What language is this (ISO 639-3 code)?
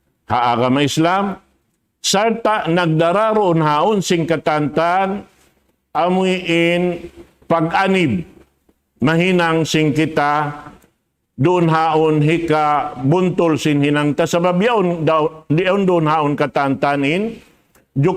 tsg